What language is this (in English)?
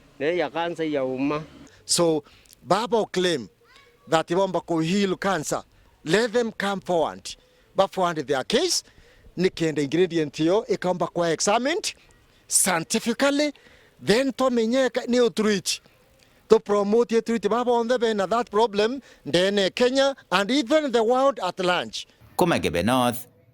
Meru